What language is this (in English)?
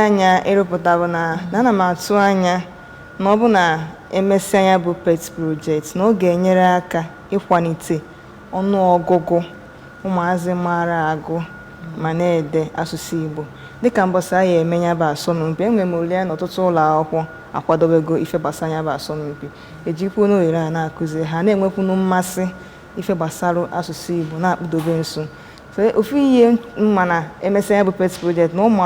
Igbo